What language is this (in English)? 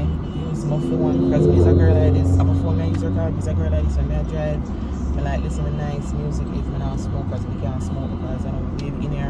Jamaican Creole English